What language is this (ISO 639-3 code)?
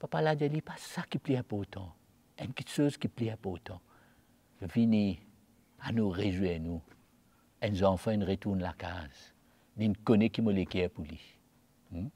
mfe